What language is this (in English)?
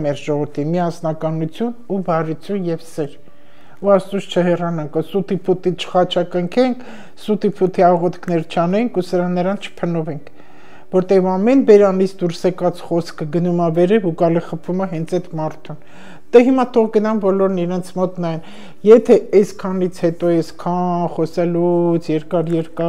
Armenian